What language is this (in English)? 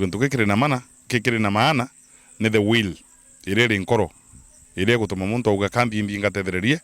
Meru